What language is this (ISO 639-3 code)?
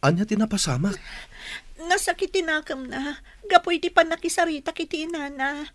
ilo